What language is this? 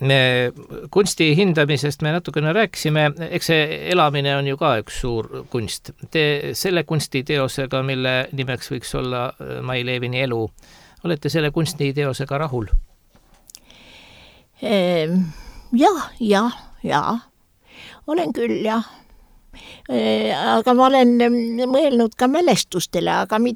Estonian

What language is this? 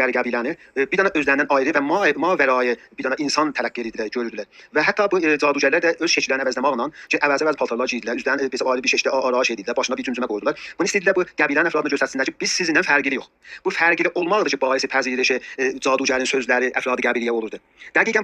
South Azerbaijani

